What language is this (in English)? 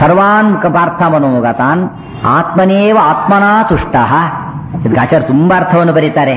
Kannada